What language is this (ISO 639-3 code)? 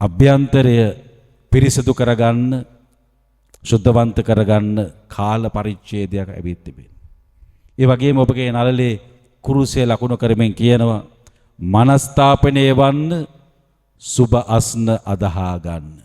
sin